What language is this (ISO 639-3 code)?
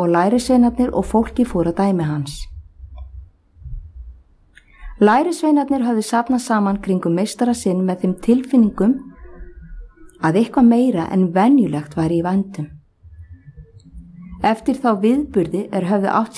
isl